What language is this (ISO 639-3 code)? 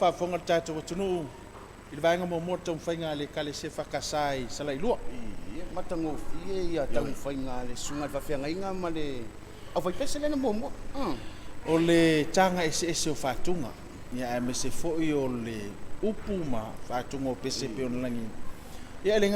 smo